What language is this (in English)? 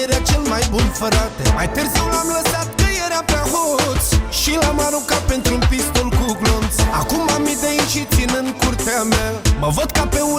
Romanian